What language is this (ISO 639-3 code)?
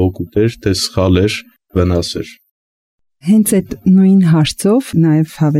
hye